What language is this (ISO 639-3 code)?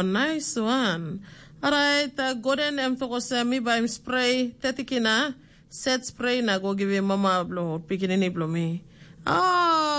tpi